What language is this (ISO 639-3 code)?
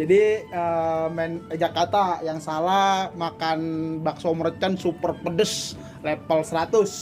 bew